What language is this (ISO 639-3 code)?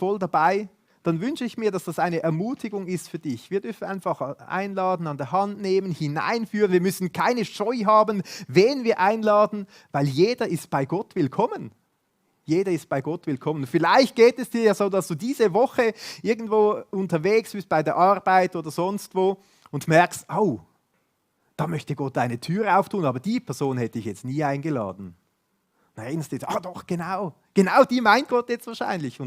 gsw